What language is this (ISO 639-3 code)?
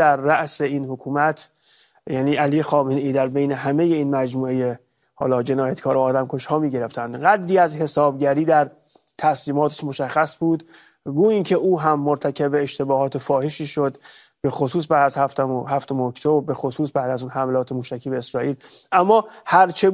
fas